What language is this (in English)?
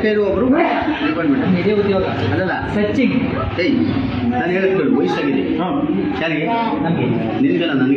Kannada